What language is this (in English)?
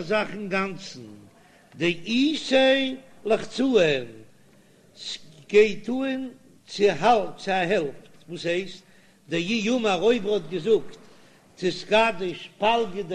Yiddish